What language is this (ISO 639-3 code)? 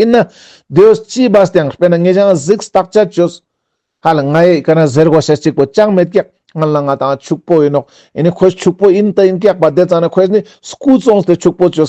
lbj